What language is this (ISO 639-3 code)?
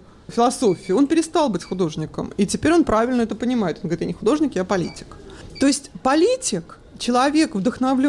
rus